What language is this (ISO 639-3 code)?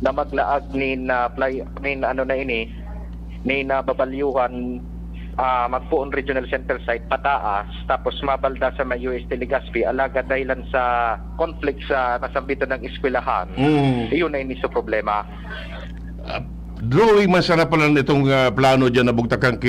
bik